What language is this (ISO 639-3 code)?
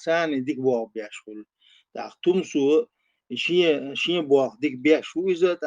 che